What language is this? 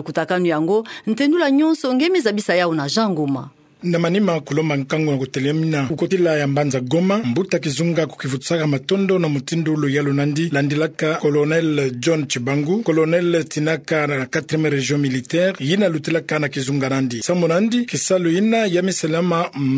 Kituba (Democratic Republic of Congo)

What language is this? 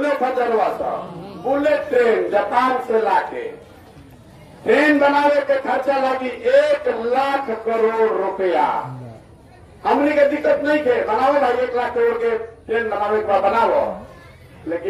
Bhojpuri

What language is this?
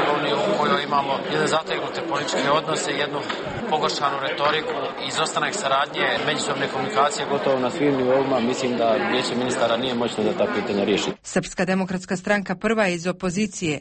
Bosnian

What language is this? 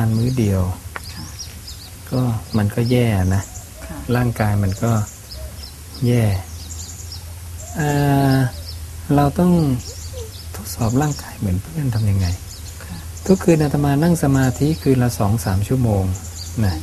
Thai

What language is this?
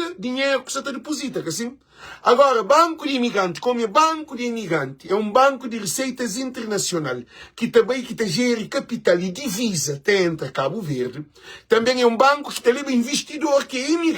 Kabuverdianu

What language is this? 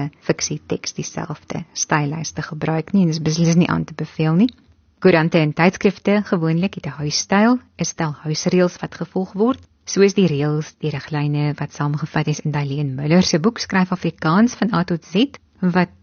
Afrikaans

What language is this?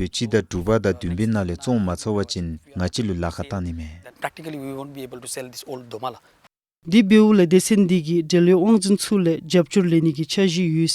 Dzongkha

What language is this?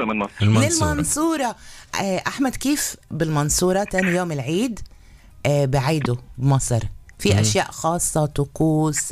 North Levantine Arabic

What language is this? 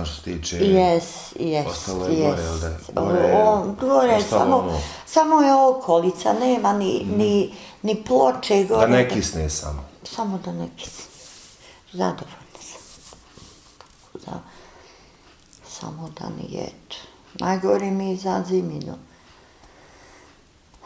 Bosnian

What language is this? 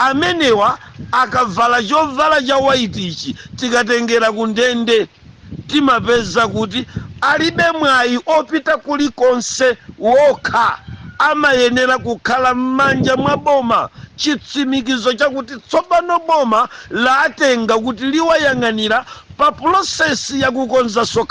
Nyanja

